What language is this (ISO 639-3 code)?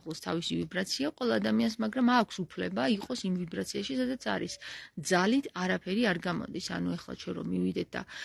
kat